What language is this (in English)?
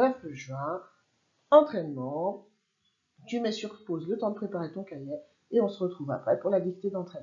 French